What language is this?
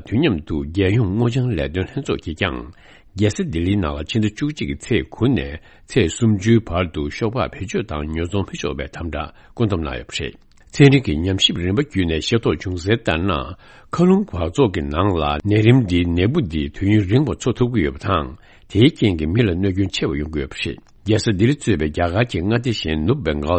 Tibetan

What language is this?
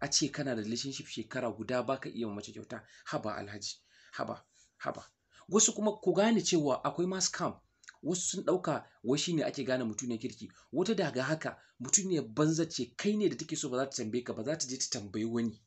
Hausa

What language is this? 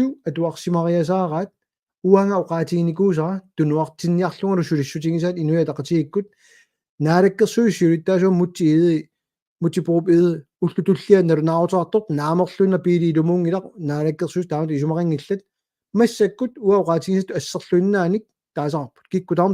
Kalaallisut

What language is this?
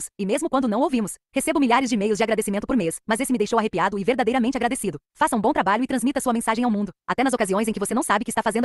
Portuguese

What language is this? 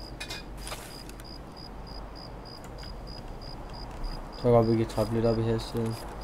Danish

